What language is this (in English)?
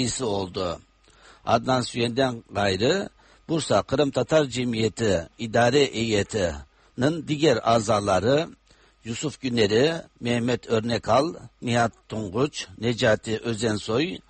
Tatar